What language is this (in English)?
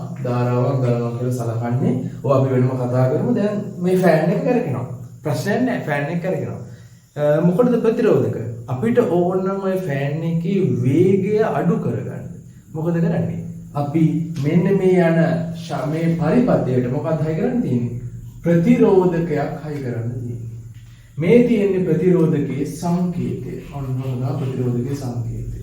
Sinhala